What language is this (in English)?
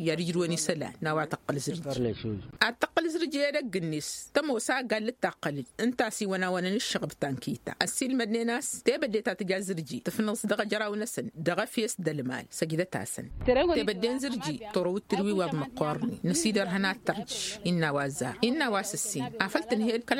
Tamasheq